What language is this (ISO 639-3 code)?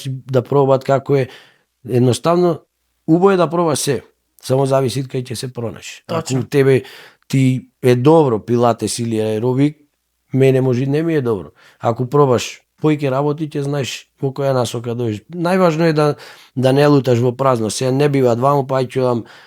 mkd